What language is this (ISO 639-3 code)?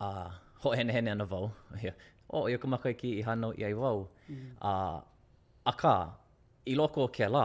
haw